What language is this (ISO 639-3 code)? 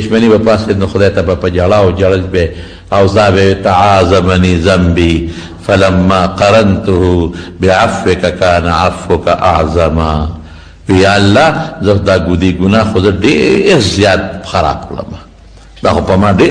pus